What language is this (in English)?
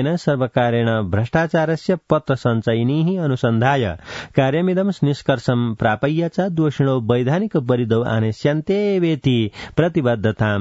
Sanskrit